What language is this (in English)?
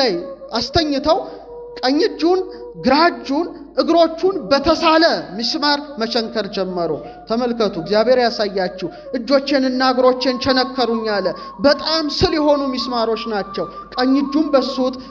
Amharic